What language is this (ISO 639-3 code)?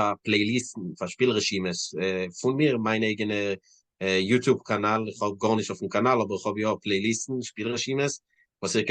yid